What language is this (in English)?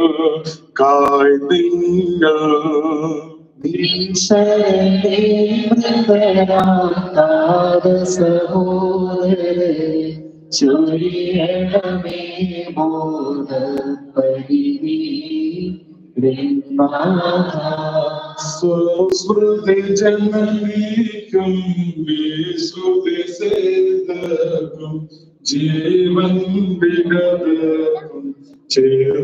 Malayalam